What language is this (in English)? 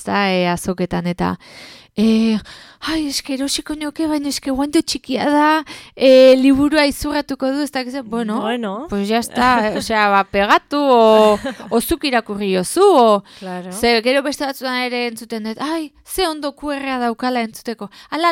Basque